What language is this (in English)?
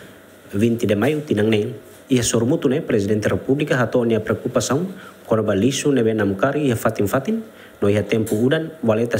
Tetum